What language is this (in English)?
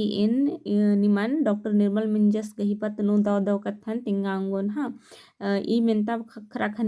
Kurukh